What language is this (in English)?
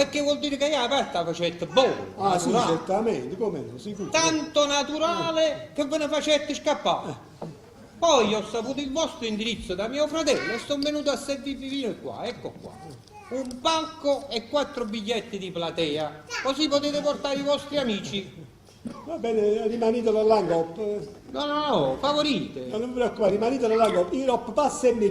Neapolitan